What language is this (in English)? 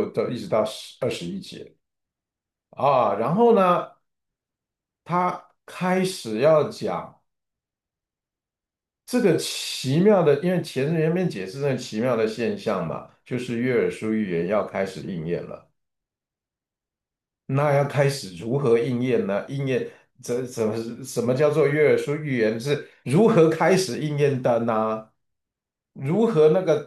Chinese